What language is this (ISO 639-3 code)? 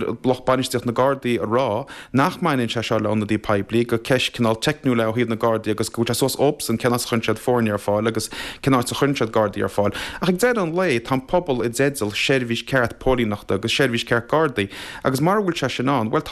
gle